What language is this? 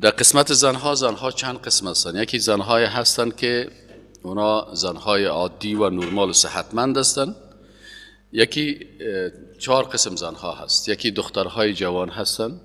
Persian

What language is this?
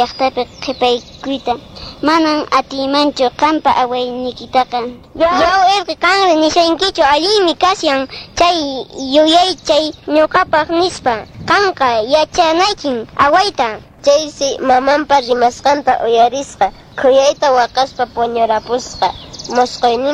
Quechua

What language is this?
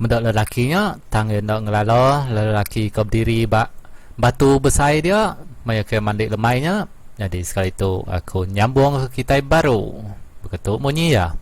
Iban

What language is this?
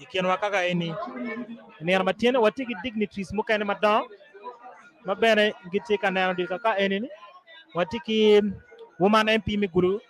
Acoli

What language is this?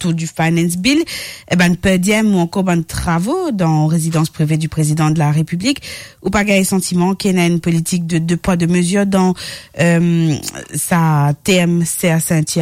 Morisyen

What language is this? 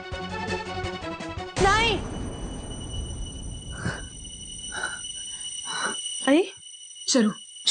Marathi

